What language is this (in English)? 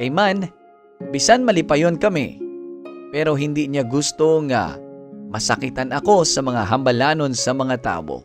Hiligaynon